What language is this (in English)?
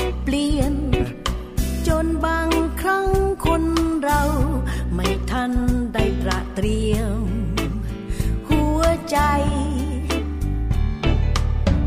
Thai